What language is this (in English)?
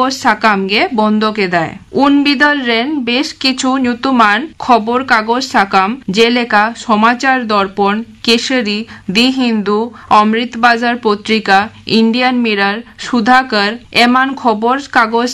Santali